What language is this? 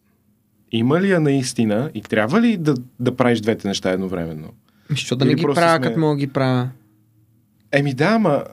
Bulgarian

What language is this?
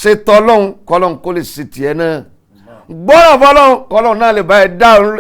Yoruba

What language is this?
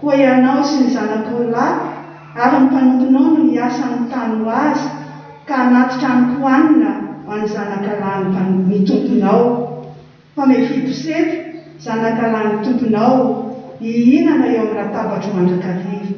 Malagasy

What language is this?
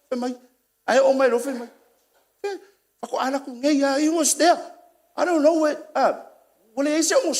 Samoan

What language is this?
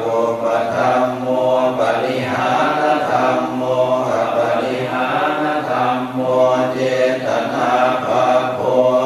Pali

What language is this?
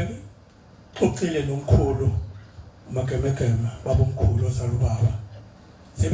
Zulu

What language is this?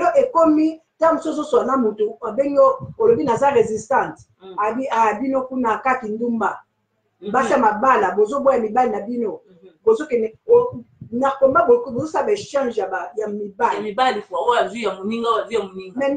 Lingala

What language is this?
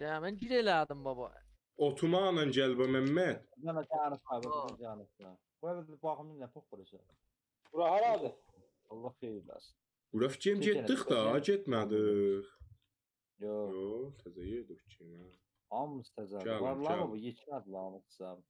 South Azerbaijani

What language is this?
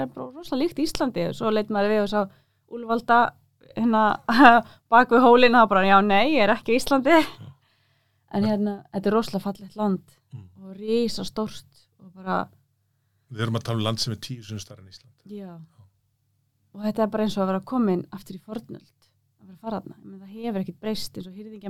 Icelandic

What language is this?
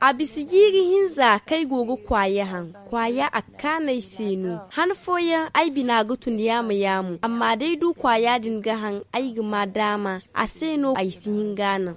Zarma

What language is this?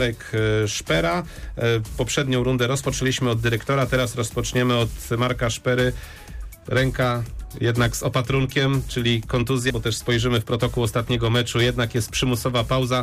Polish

